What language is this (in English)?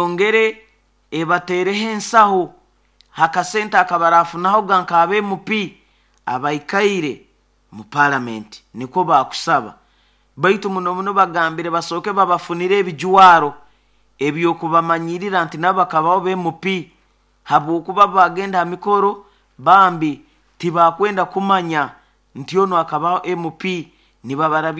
Nyoro